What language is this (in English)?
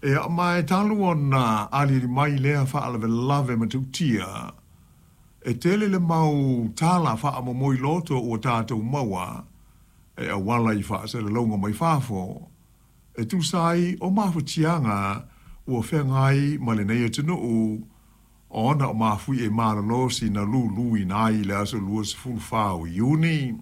Samoan